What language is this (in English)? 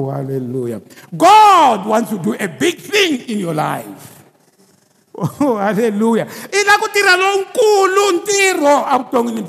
Tsonga